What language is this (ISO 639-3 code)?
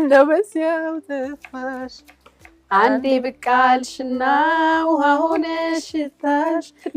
amh